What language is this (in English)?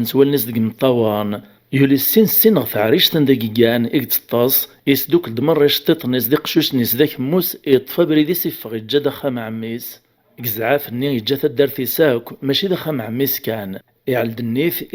Kabyle